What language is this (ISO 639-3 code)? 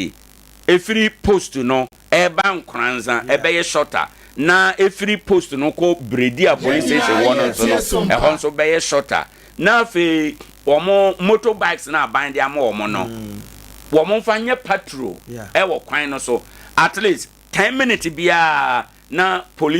aka